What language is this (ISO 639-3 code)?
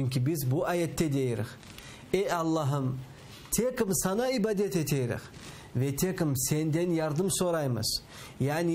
crh